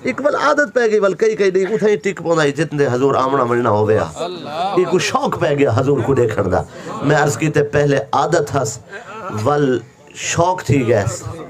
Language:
Saraiki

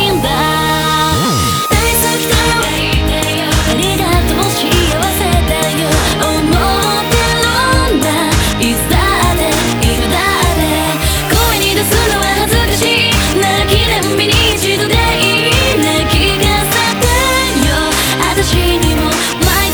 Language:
Japanese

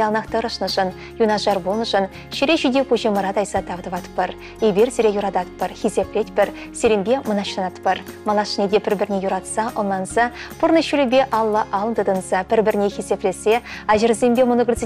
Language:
Chuvash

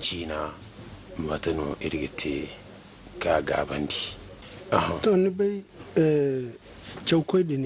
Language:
Zarma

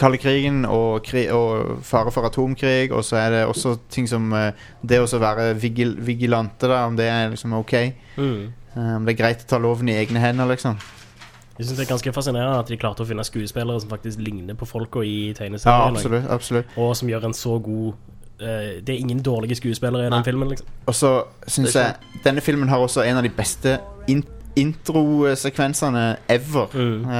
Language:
Norwegian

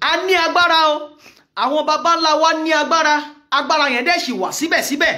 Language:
Yoruba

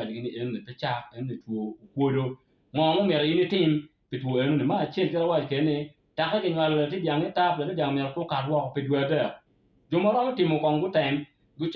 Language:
Acoli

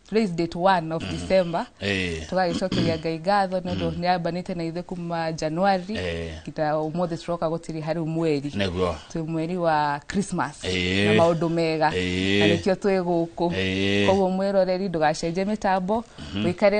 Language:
Kikuyu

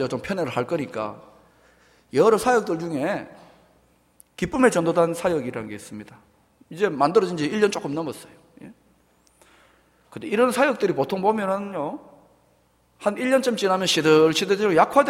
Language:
Korean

